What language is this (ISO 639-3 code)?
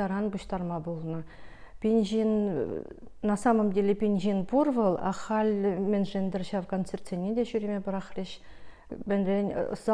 chv